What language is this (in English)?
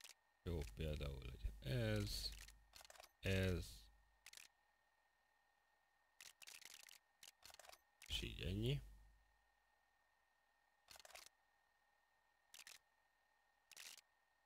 Hungarian